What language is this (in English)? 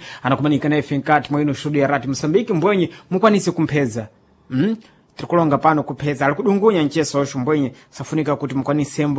Sena